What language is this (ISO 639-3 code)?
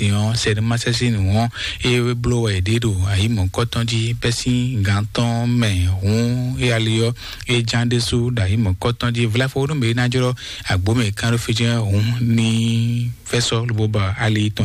fon